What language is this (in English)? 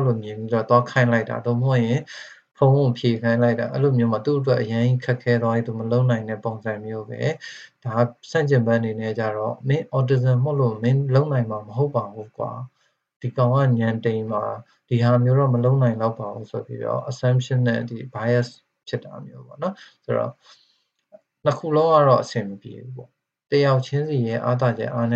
Burmese